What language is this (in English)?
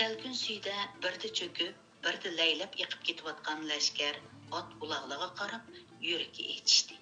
Uyghur